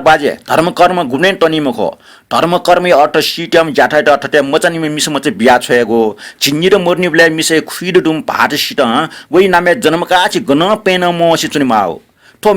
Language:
Newari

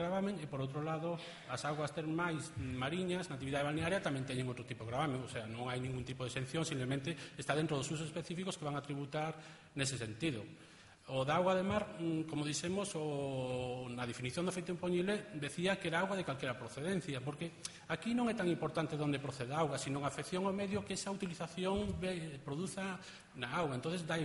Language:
Galician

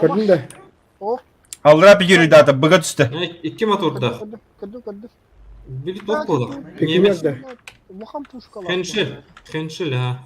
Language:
Yakut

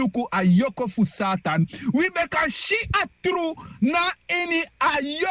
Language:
Sranan Tongo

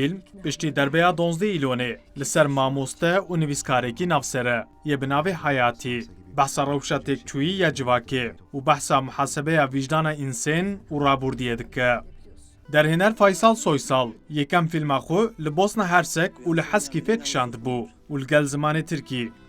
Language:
Kurdish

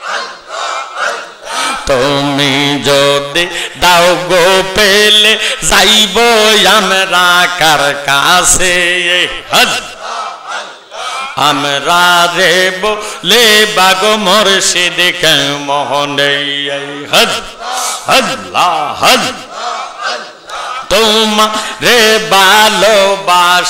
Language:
Bangla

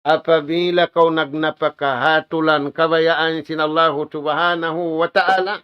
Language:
Tausug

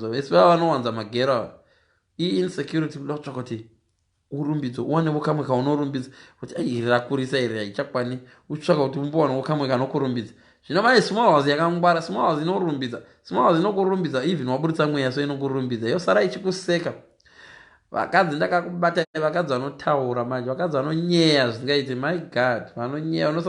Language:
Shona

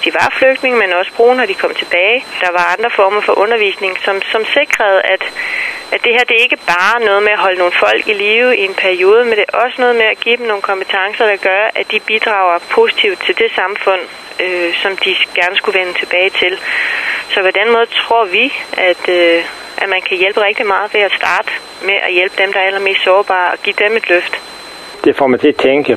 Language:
Danish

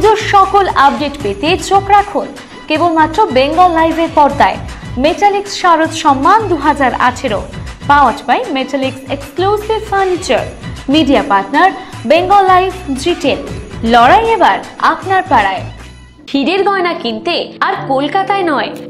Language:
Bangla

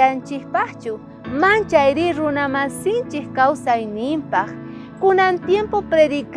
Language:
South Bolivian Quechua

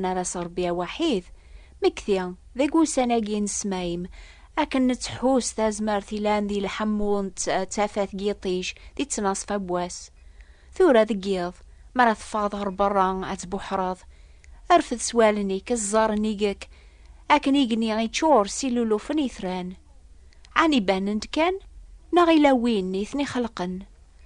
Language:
Kabyle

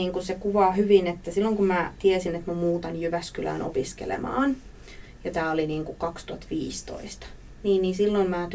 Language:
Finnish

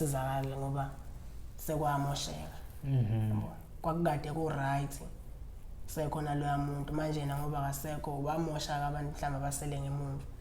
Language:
Zulu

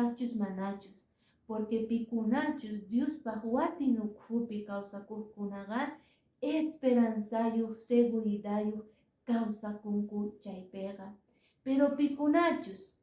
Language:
Quechua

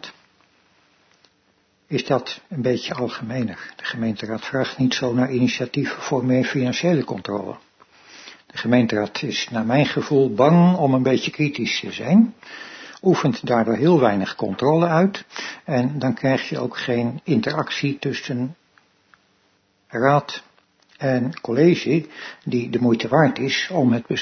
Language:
Dutch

